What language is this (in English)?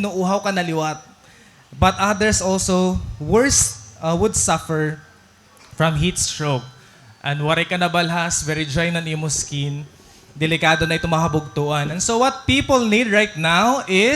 Waray